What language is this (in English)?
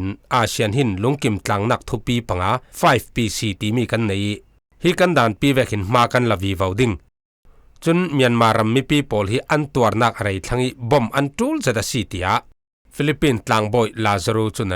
Falam Chin